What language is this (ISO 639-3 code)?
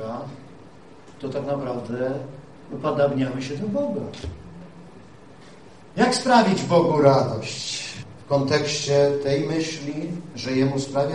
pol